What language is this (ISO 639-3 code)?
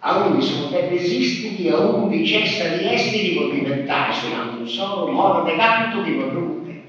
srd